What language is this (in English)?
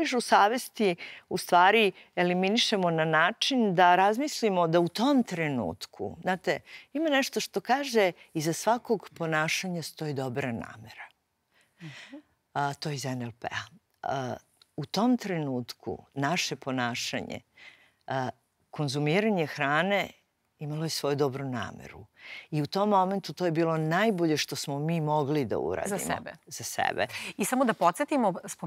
Serbian